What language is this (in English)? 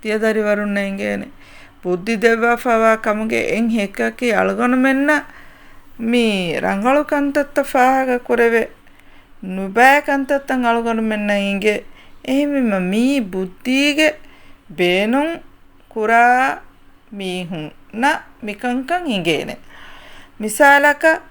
Divehi